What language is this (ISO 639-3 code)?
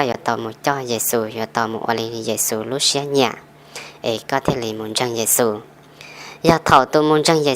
hmn